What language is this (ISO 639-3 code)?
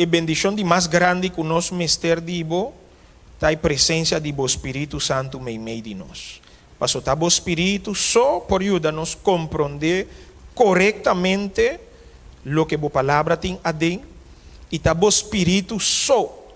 pap